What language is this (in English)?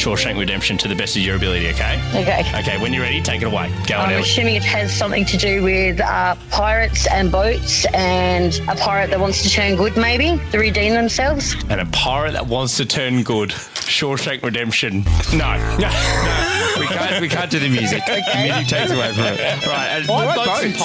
English